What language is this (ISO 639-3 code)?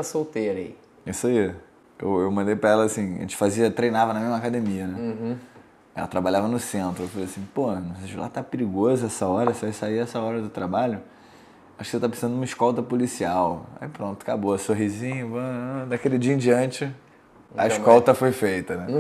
por